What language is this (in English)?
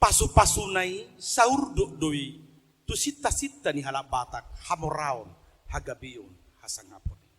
Batak Toba